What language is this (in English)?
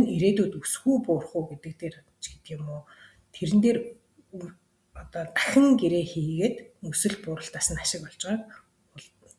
Mongolian